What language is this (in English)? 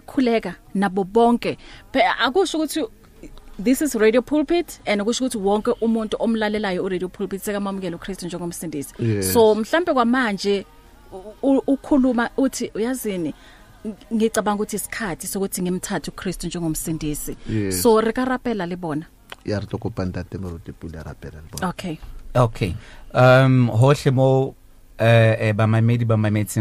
Southern Sotho